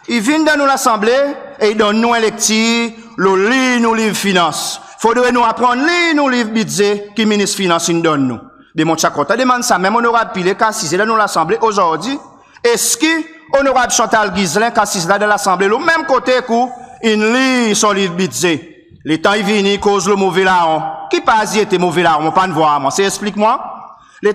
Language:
Seselwa Creole French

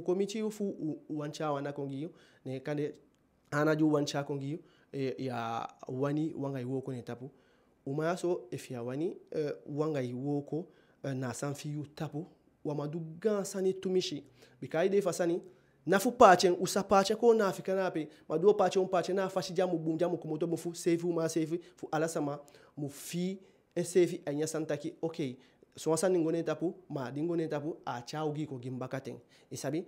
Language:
Eastern Maroon Creole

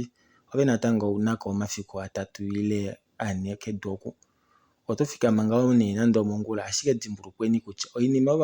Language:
Kuanyama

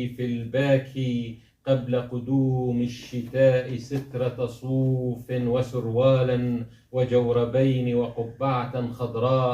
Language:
Kurdish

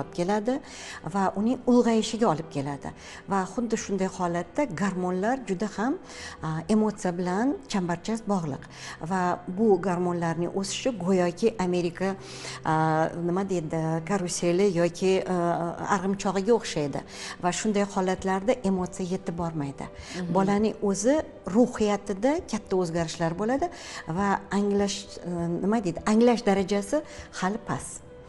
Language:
Uzbek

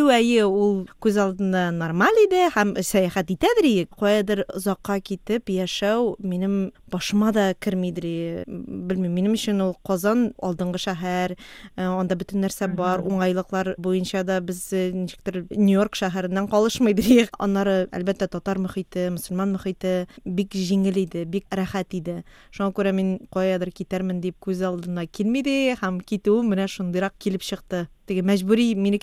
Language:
Tatar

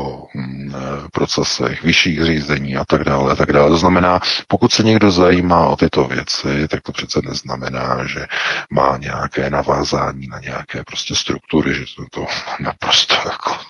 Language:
Czech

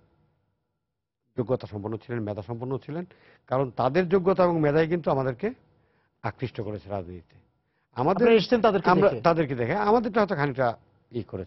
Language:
Bangla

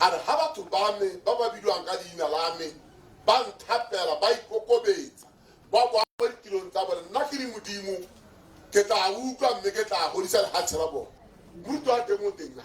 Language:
Tswana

